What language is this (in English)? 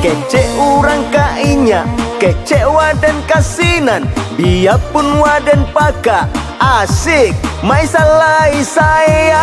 Minangkabau